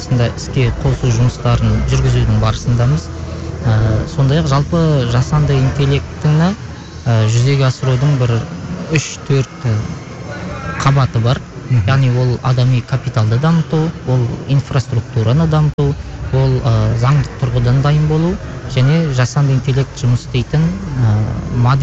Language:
Kazakh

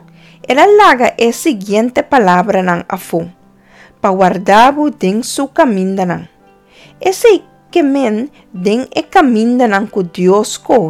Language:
Papiamento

